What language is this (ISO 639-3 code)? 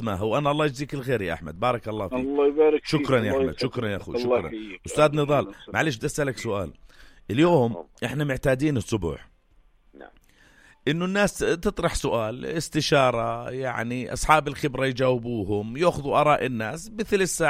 apc